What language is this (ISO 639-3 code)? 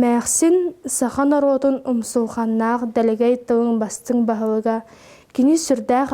sah